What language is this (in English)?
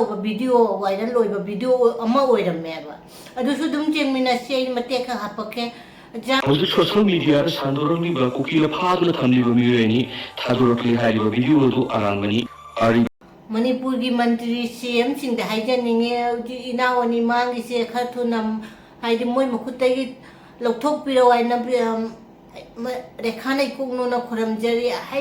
Manipuri